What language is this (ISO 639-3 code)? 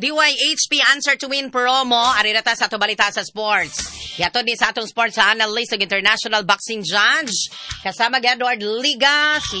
ceb